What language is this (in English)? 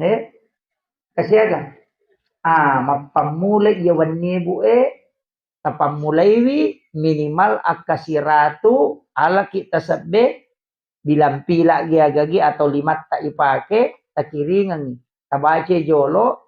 Buginese